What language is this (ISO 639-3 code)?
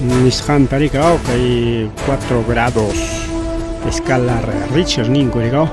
quy